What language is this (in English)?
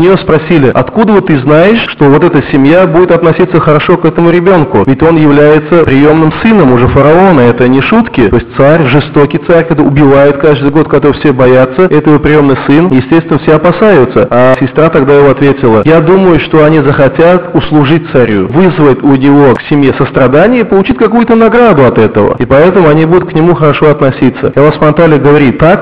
Russian